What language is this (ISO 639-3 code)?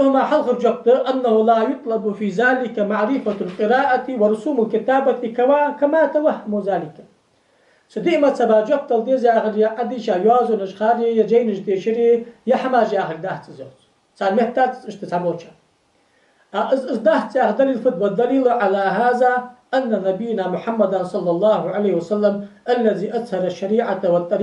inh